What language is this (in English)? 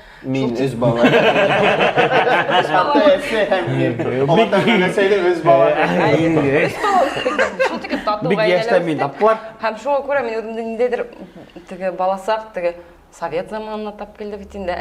Bashkir